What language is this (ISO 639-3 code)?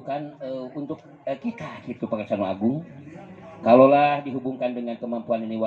sun